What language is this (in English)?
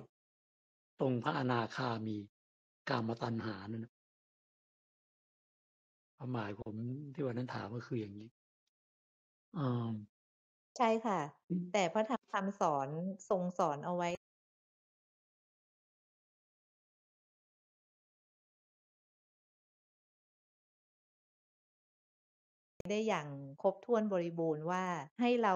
Thai